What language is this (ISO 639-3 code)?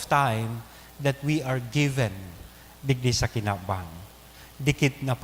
bik